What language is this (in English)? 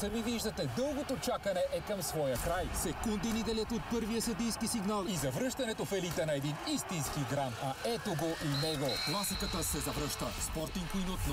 Bulgarian